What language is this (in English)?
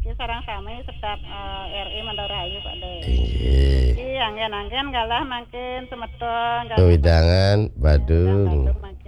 Balinese